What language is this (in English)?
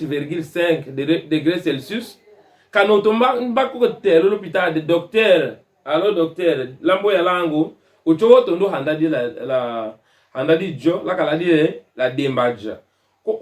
Tetela